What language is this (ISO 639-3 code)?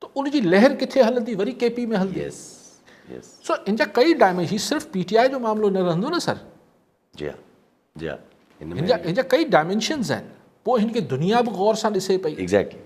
snd